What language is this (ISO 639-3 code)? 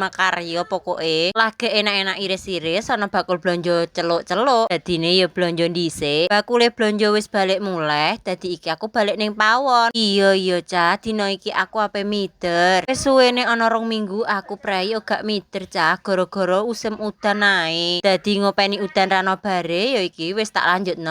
jav